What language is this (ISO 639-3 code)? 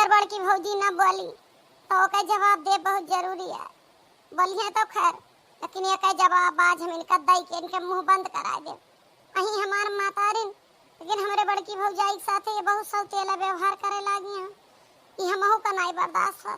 awa